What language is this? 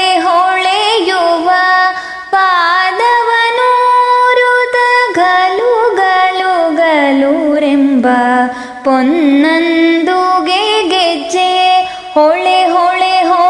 Kannada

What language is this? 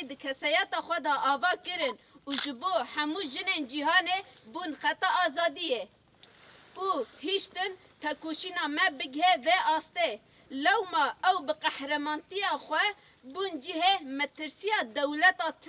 Kurdish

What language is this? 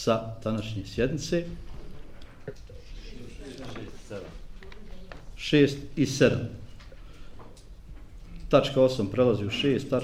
Bosnian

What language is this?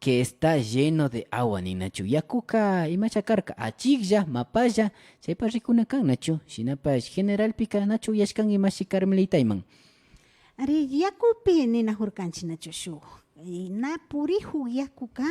Imbabura Highland Quichua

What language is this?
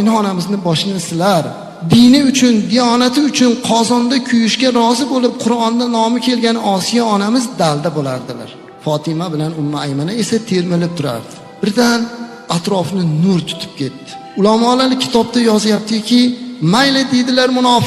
Uzbek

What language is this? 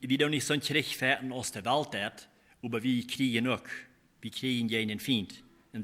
Plautdietsch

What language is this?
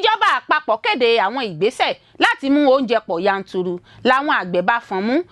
Yoruba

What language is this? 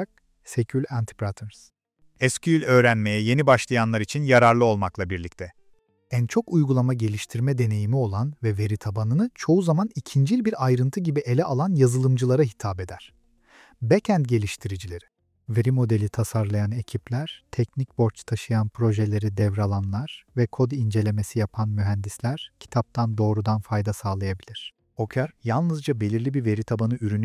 Turkish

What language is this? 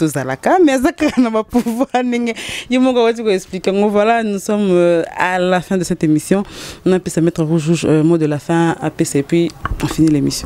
Lingala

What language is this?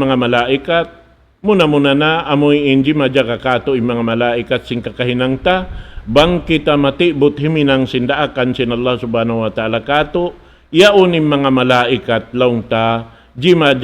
Tausug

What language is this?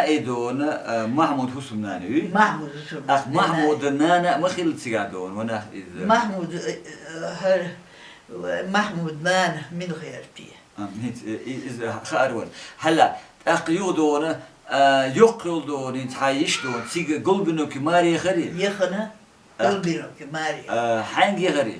Chechen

